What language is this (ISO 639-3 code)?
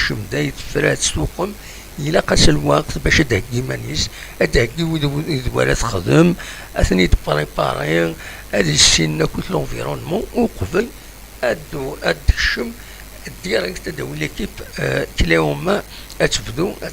kab